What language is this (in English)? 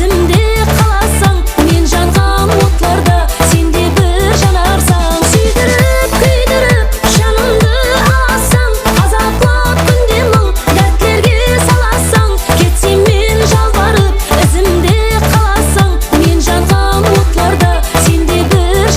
Kara-Kalpak